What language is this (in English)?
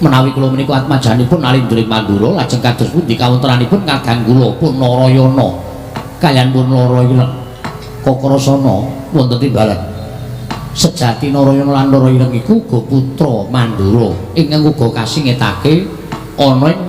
Javanese